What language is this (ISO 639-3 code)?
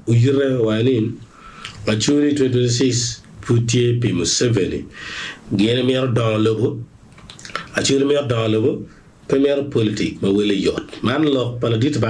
ach